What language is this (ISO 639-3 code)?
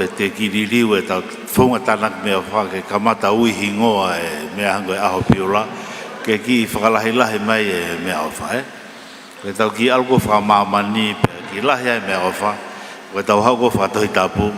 ton